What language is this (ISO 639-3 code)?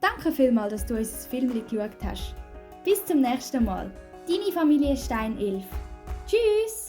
gsw